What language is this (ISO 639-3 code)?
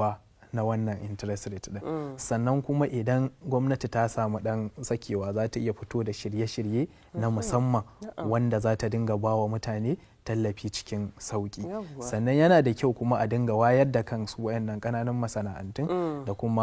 hau